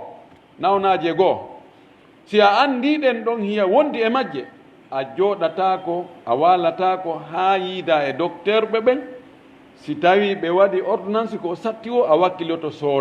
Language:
Pular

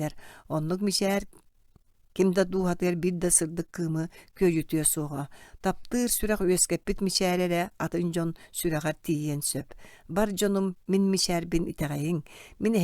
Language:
Yakut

